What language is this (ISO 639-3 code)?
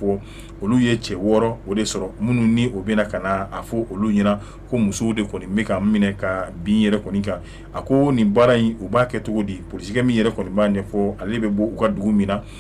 bam